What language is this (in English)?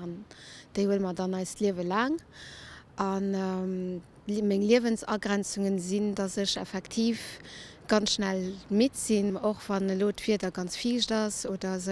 Luxembourgish